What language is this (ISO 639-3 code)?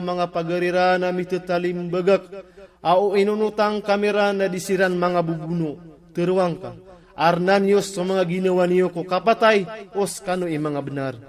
mrw